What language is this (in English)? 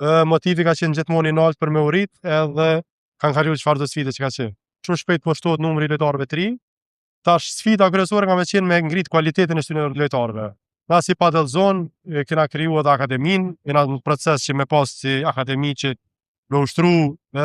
Albanian